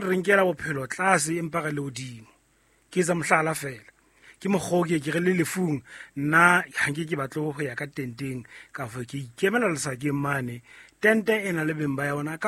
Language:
Southern Sotho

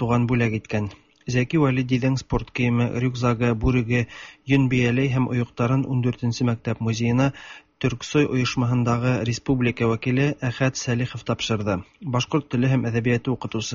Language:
Tatar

